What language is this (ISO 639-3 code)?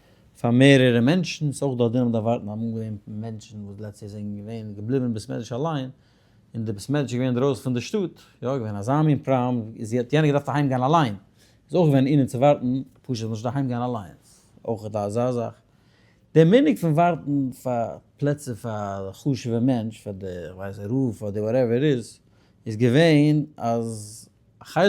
yid